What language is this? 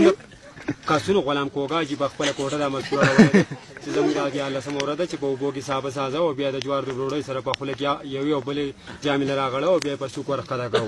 Pashto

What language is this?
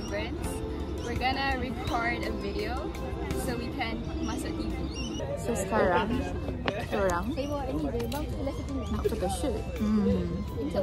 Malay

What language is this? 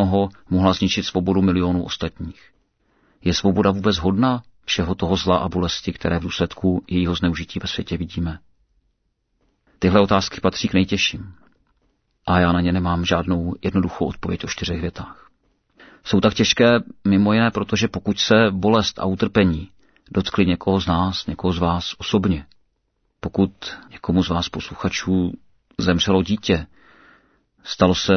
Czech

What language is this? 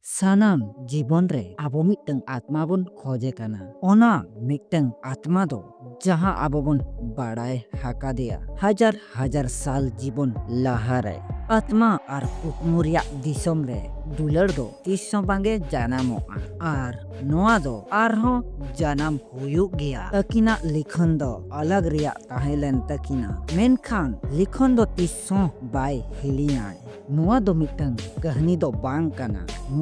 Santali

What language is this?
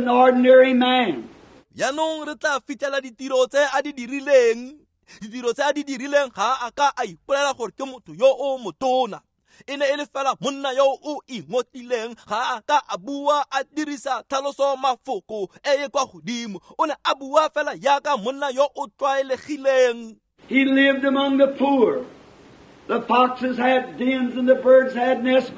Tswana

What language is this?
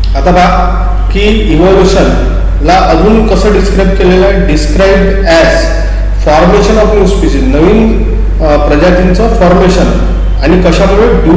Marathi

